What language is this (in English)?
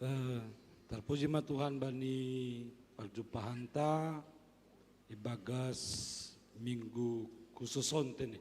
Batak Simalungun